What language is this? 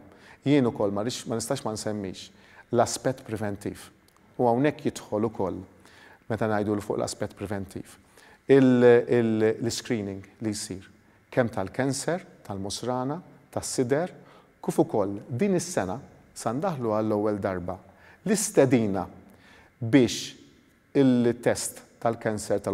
Maltese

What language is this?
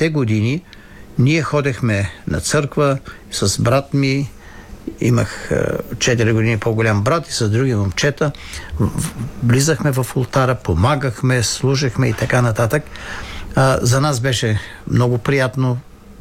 Bulgarian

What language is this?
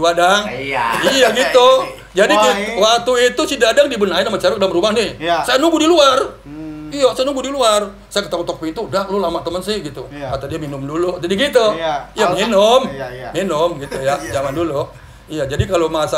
Betawi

